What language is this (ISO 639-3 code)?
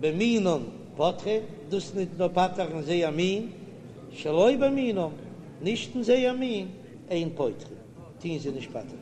yid